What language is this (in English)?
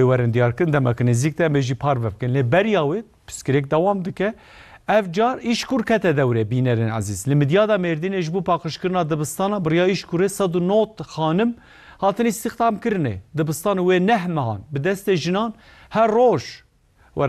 Kurdish